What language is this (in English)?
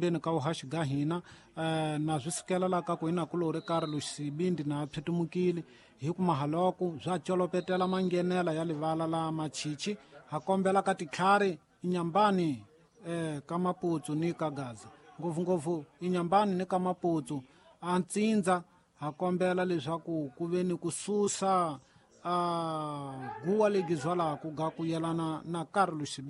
Tsonga